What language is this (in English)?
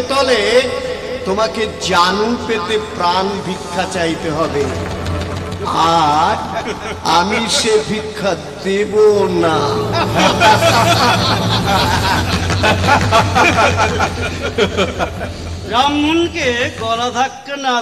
Bangla